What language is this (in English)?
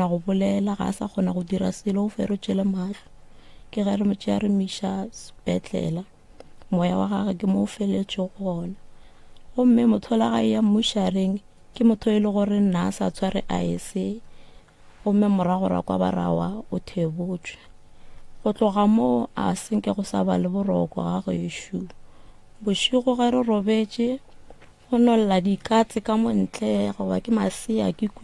Northern Sotho